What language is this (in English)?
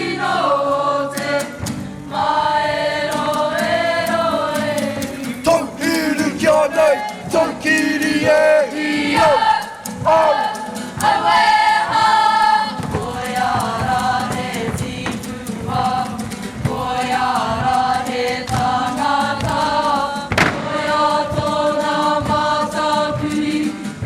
Māori